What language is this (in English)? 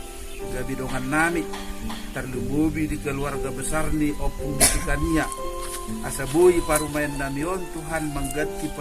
Batak Toba